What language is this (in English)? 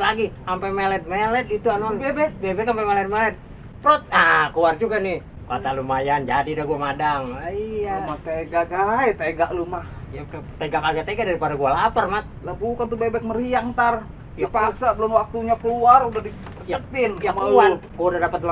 Betawi